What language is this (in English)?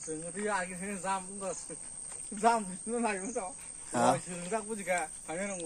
Kok Borok